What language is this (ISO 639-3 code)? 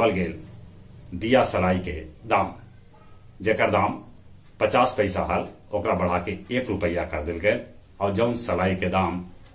mag